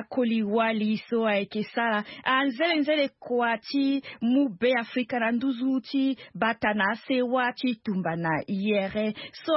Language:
Sango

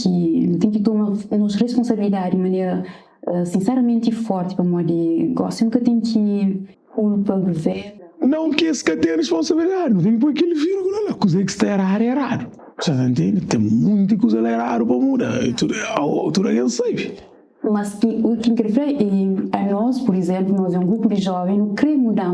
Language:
Kabuverdianu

